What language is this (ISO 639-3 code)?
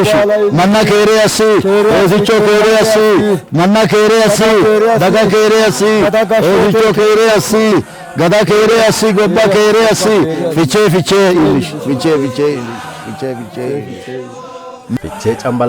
sid